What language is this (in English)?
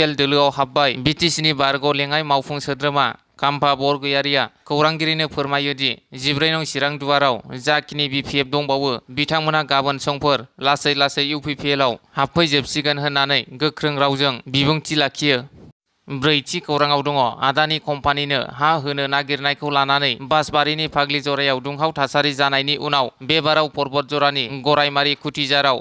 Bodo